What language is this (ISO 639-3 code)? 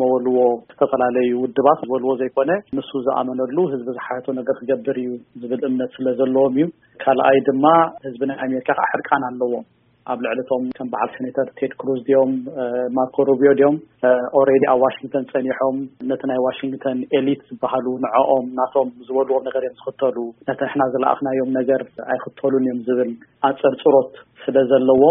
tir